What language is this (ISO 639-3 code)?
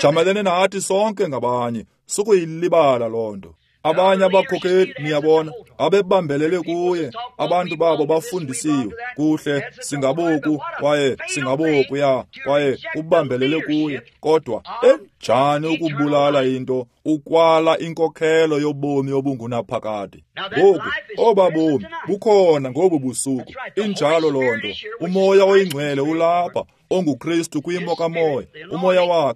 xho